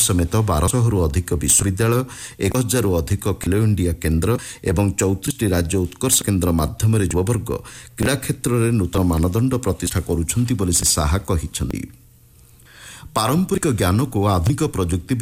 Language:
Odia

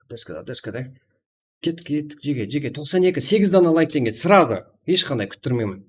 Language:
Kara-Kalpak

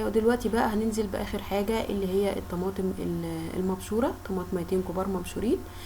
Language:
Egyptian Arabic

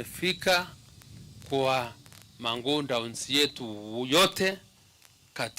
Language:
Kamba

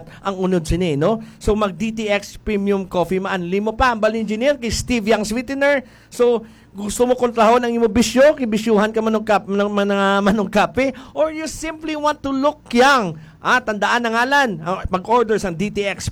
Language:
Hiligaynon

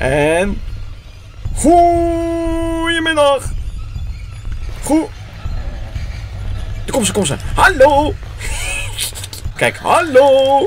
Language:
Dutch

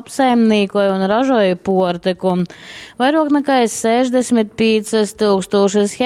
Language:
Latgalian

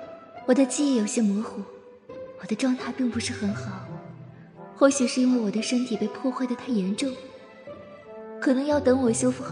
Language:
Chinese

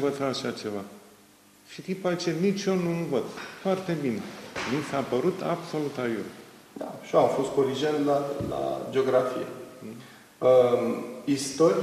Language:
Romanian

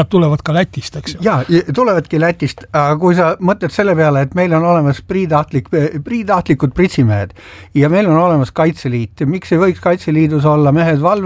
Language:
Estonian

